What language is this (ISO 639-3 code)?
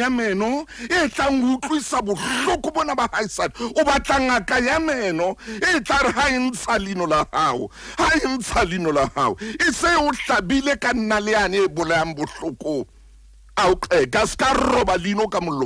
sot